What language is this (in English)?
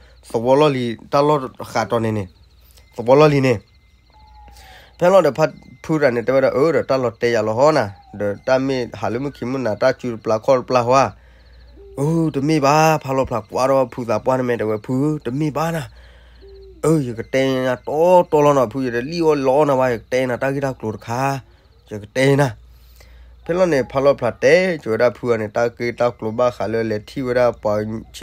S'gaw Karen